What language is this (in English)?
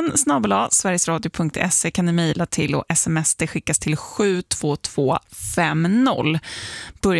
Swedish